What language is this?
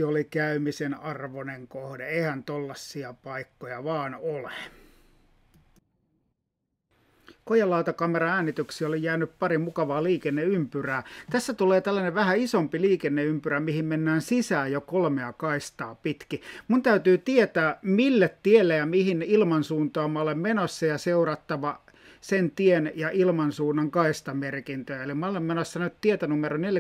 Finnish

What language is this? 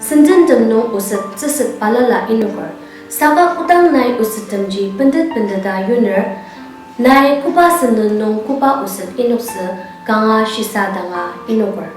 Ao Naga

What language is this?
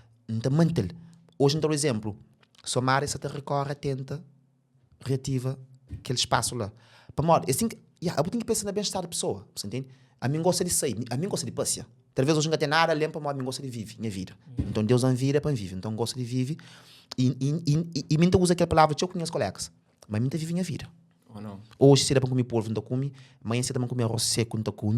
Kabuverdianu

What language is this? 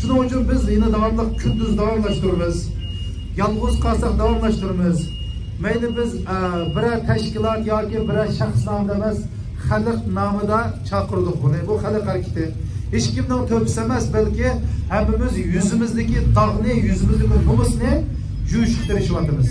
Uyghur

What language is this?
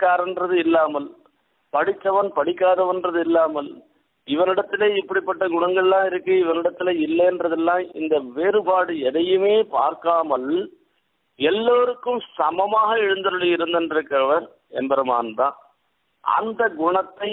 Tamil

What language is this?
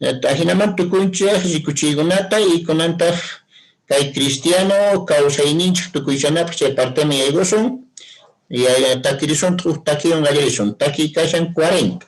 Quechua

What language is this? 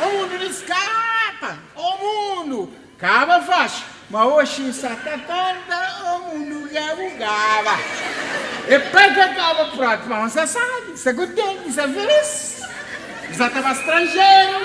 Kabuverdianu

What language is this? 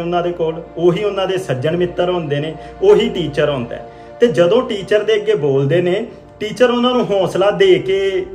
Punjabi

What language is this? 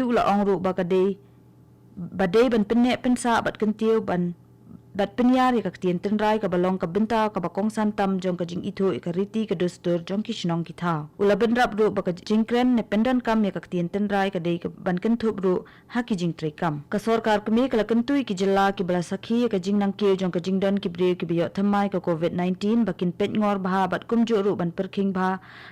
Khasi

